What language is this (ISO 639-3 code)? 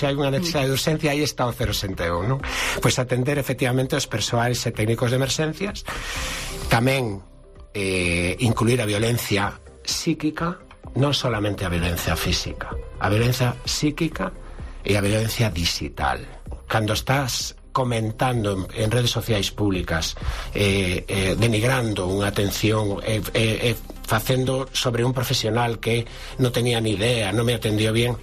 glg